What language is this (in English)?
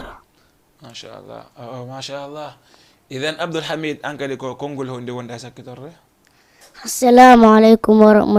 Fula